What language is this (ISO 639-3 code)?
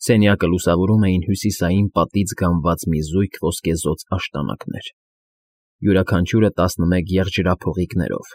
hye